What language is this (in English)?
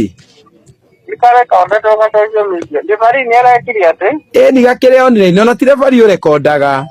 Kikuyu